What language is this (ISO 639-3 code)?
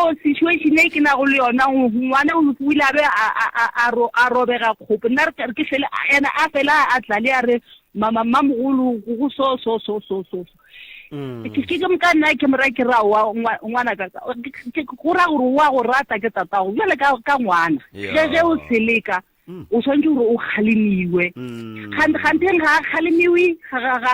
nso